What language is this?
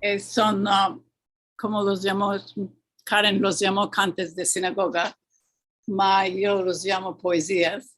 Ladino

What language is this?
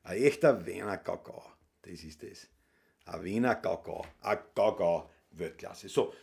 Bavarian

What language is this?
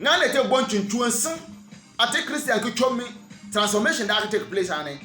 Bimoba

